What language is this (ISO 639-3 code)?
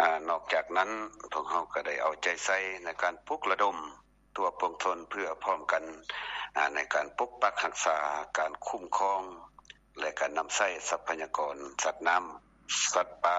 lao